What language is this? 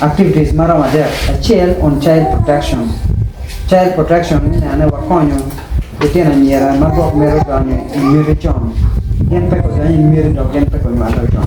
Acoli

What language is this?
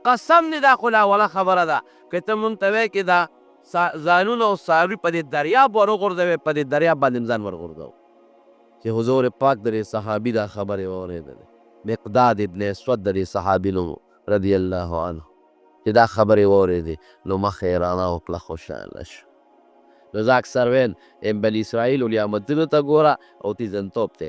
Pashto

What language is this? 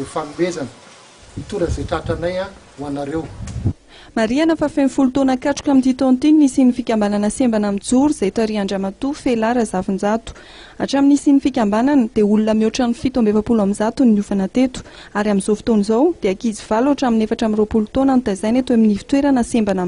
Malagasy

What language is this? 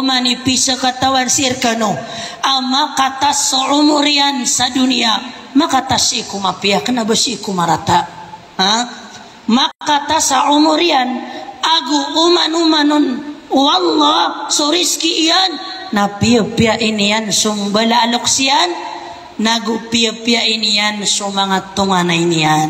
Maranao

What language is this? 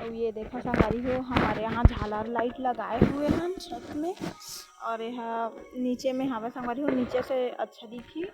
Chhattisgarhi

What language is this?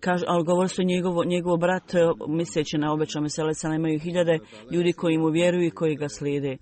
Bosnian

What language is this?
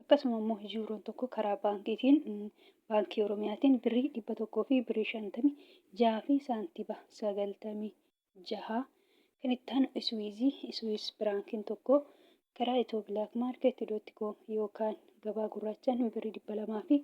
Oromo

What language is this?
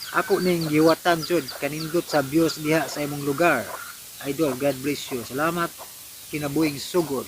Cebuano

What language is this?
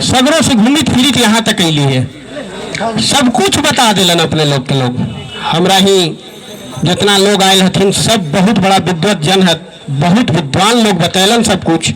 Magahi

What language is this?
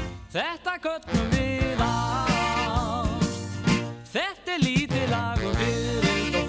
Icelandic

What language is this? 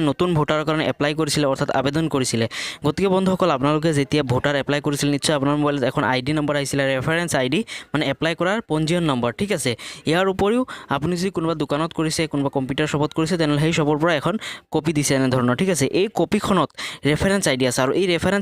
Assamese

